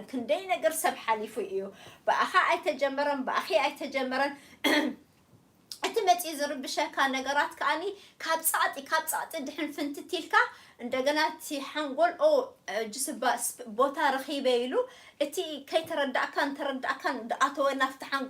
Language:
Tigrinya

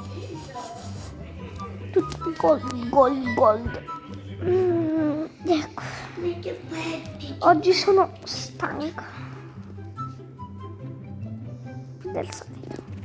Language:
Italian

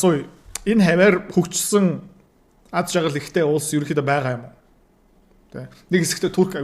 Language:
Mongolian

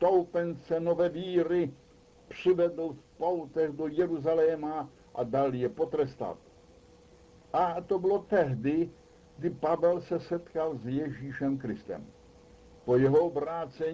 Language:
Czech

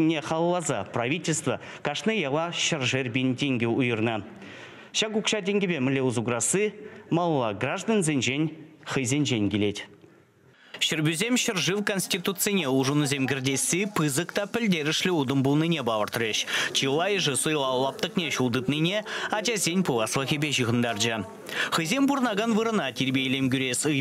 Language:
Chuvash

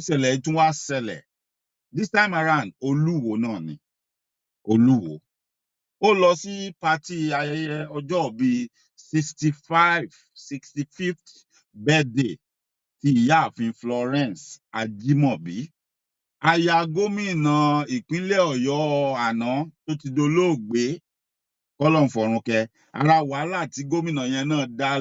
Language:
Yoruba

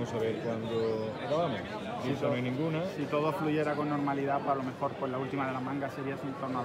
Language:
Spanish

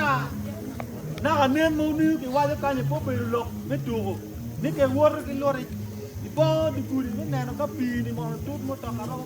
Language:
Acoli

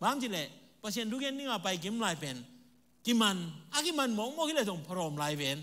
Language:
Tedim Chin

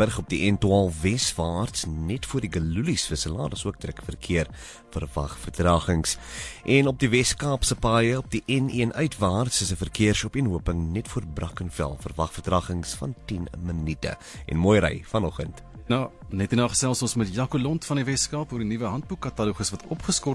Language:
Afrikaans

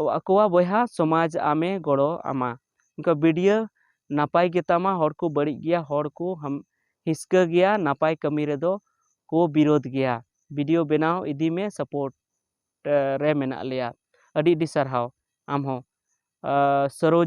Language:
Santali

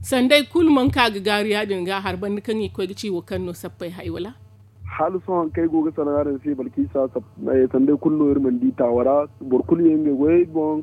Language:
Zarma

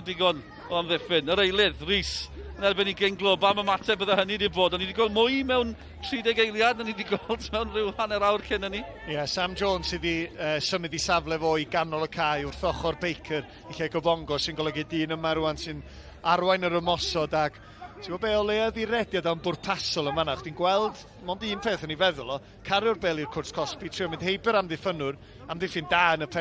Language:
Welsh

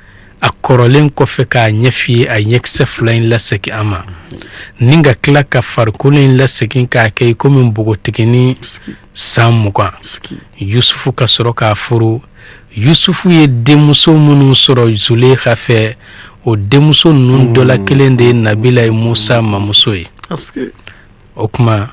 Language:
Bambara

